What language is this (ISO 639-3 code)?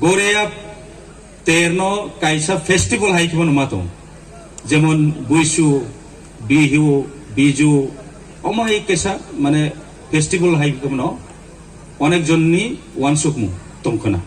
ria